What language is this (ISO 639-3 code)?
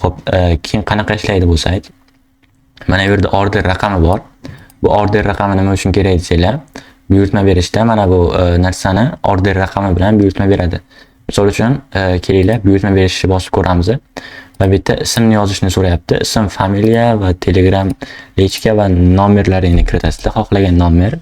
uzb